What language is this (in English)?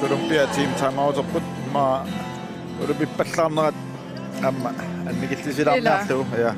Kalaallisut